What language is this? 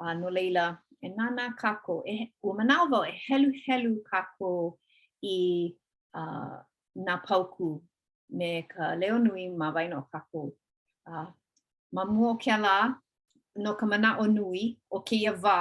Hawaiian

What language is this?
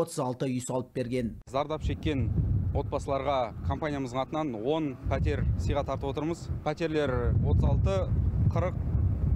Kazakh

